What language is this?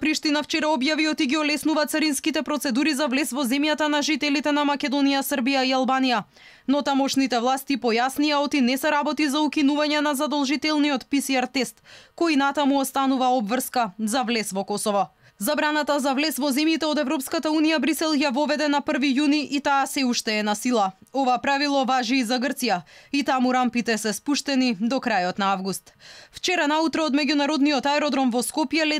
Macedonian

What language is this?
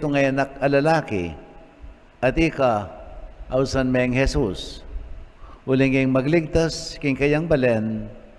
Pampanga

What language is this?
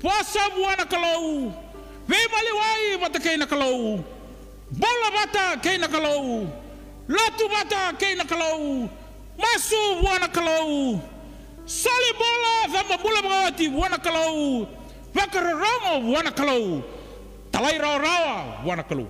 Fijian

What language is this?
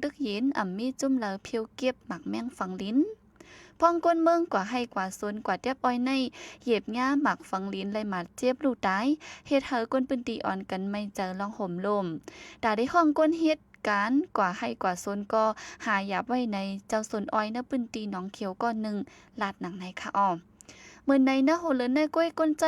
Shan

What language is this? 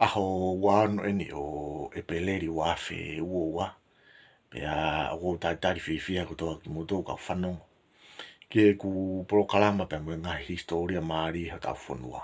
Tongan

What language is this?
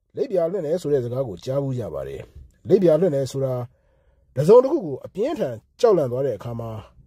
Burmese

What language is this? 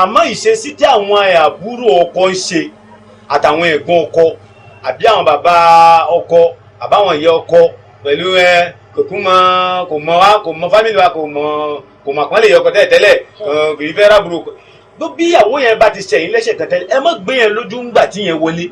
Yoruba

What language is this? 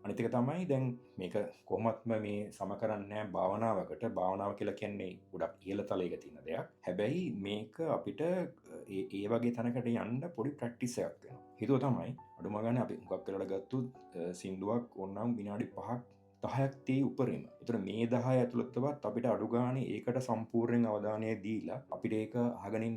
Sinhala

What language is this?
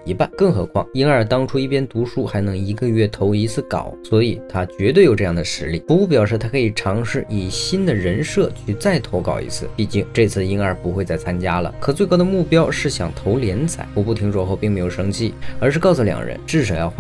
Chinese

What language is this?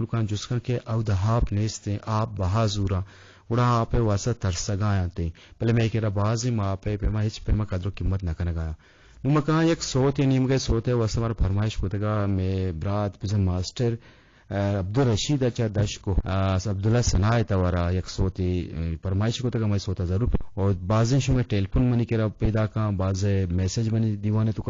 Eastern Balochi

